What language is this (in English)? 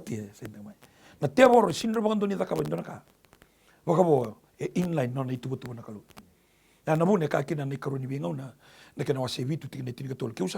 Fijian